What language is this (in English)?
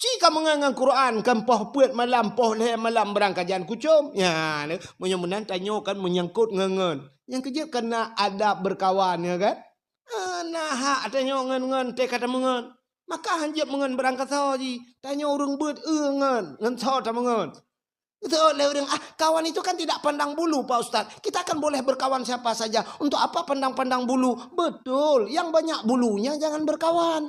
Achinese